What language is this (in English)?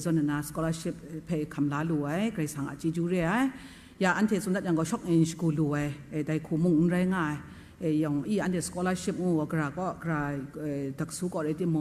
Kachin